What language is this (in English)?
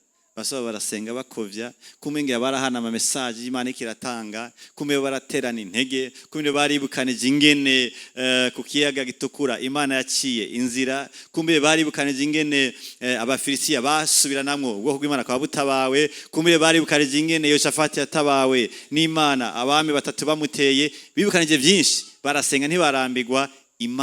Rundi